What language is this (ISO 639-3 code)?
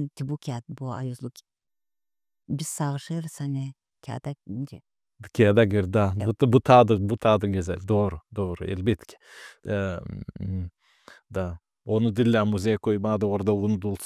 gag